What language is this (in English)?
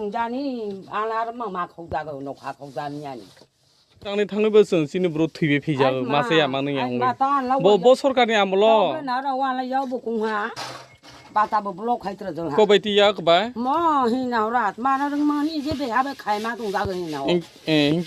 Kok Borok